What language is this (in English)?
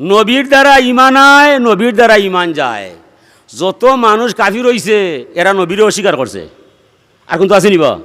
Sylheti